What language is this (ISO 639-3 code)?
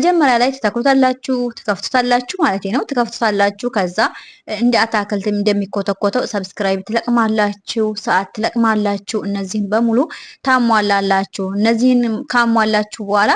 amh